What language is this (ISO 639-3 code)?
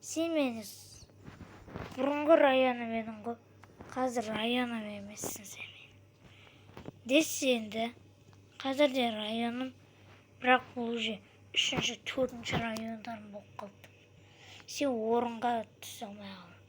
kaz